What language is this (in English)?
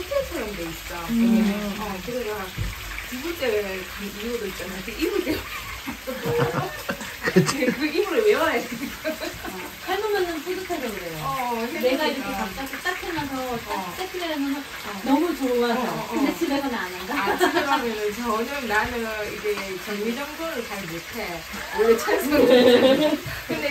Korean